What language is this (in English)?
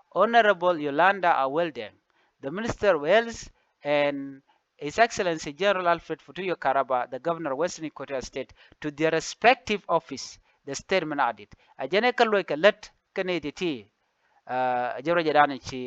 Nuer